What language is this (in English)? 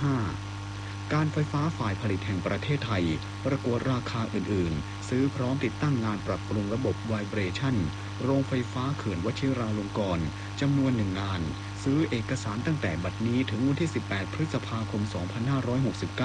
Thai